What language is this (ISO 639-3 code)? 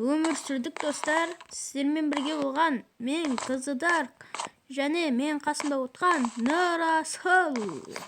kaz